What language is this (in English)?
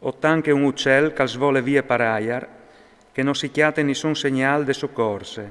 Friulian